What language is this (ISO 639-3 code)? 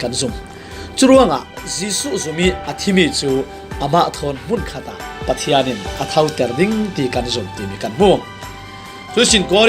cfm